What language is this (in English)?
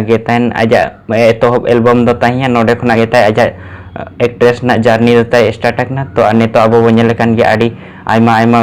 Santali